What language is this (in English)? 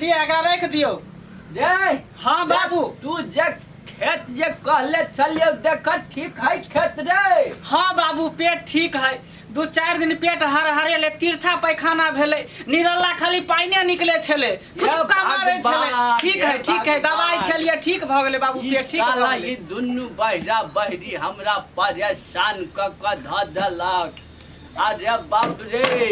Maithili